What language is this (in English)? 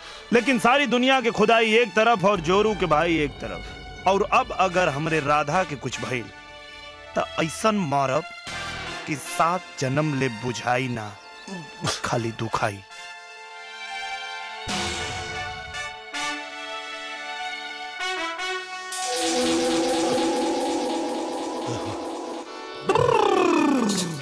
Bhojpuri